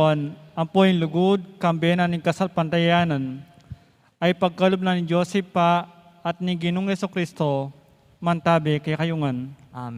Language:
Pampanga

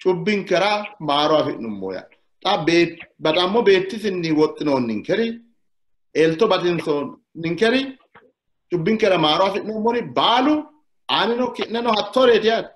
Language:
Sidamo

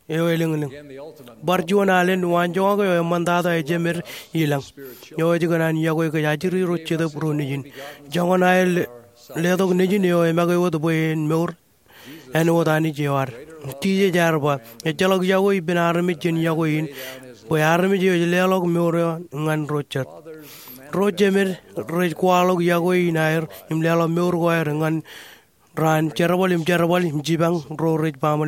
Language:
Marshallese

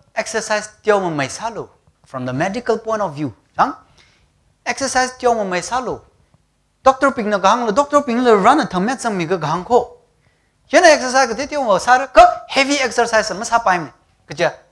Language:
Tangkhul Naga (India)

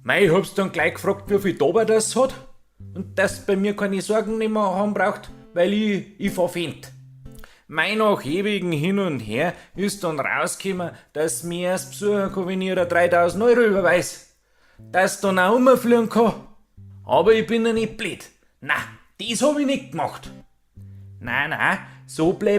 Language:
Bavarian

